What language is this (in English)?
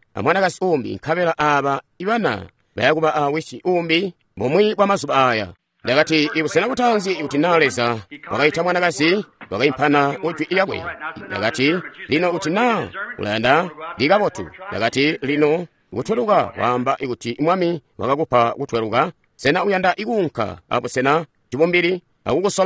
Tonga (Zambia)